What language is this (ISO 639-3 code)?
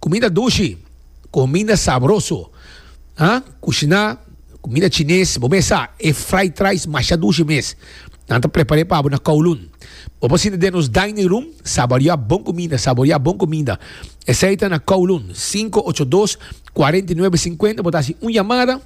pap